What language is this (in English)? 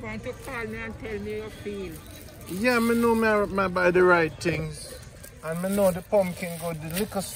Jamaican Creole English